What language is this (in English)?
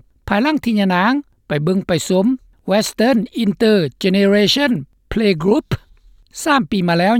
Lao